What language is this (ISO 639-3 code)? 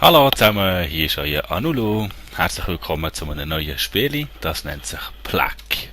gsw